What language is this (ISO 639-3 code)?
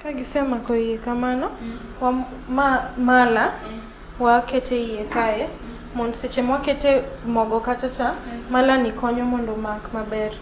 luo